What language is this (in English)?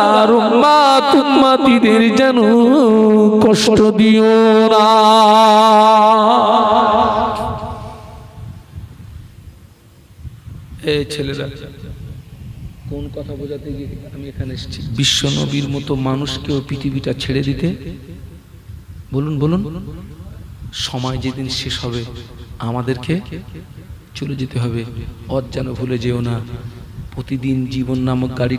Bangla